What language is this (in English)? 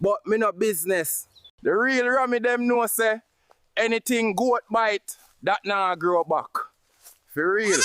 Jamaican Creole English